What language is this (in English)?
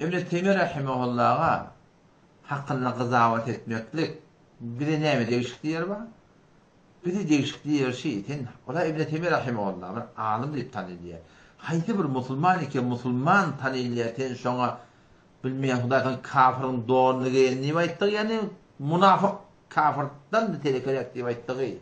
Turkmen